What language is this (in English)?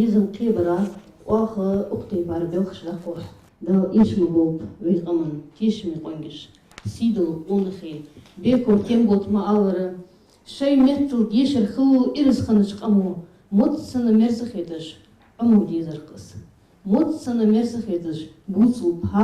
Ingush